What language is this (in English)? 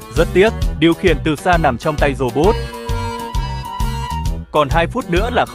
Vietnamese